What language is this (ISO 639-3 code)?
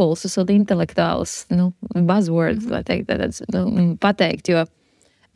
lav